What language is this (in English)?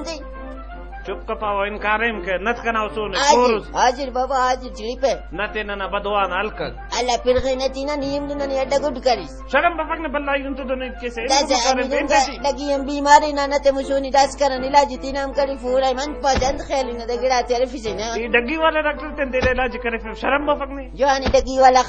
Brahui